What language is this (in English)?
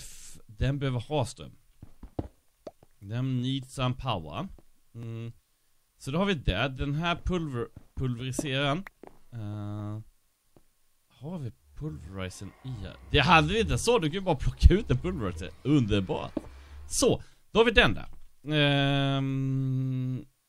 Swedish